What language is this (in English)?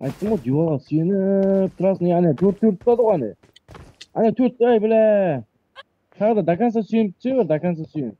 Kara-Kalpak